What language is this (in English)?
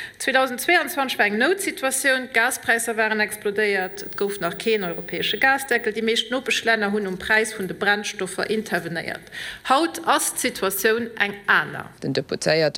Luxembourgish